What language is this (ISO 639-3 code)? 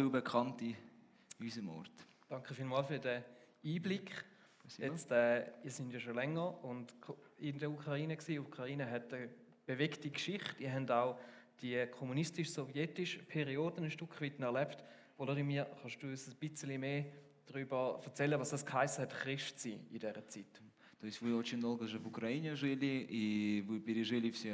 gsw